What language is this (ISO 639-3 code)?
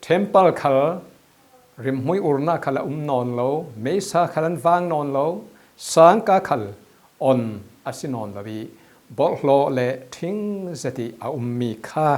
cfm